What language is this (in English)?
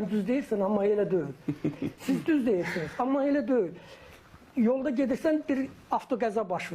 Azerbaijani